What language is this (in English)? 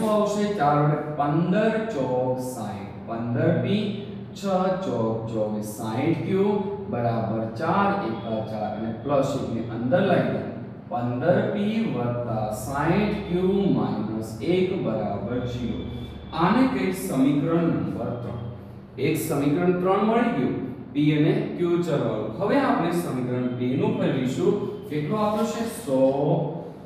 Gujarati